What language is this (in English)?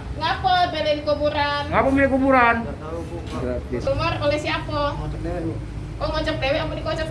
Musi